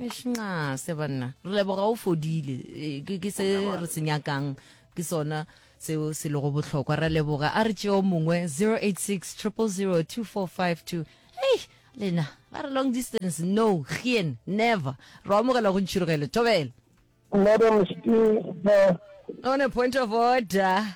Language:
Northern Sotho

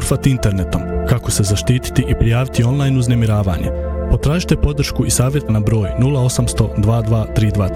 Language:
Bosnian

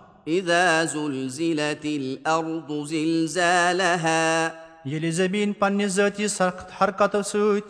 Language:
Kashmiri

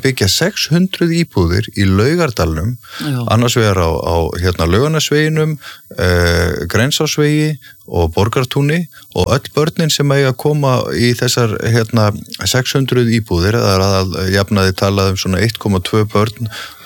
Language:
Icelandic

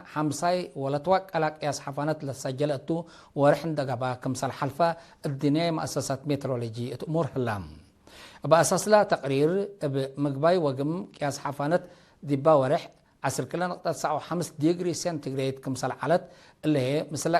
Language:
Tigre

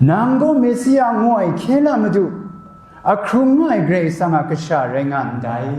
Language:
Kachin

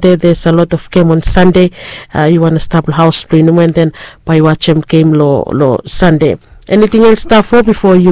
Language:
Bislama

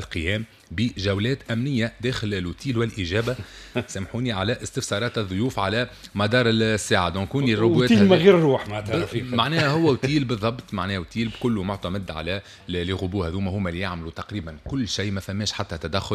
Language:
Tunisian Arabic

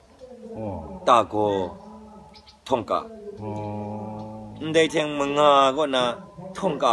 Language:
Kachin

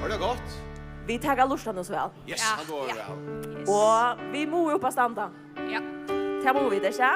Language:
Faroese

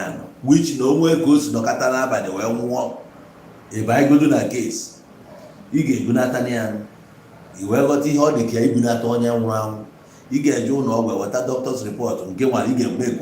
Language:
Igbo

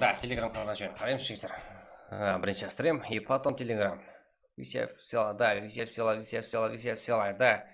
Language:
Kara-Kalpak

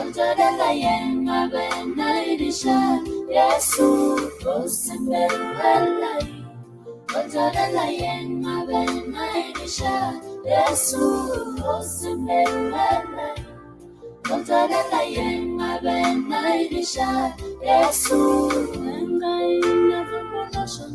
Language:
Masai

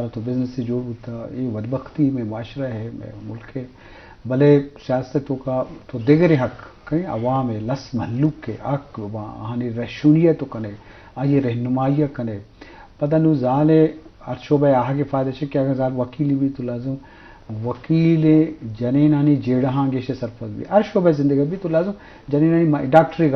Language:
Eastern Balochi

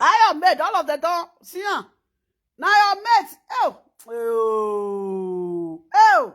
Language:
Nigerian Pidgin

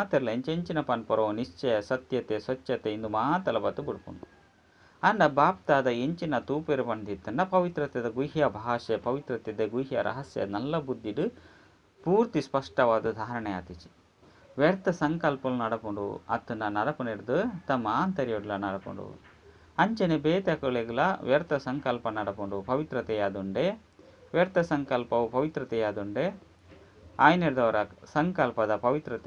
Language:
Tulu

